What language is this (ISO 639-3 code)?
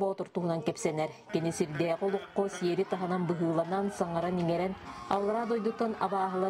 sah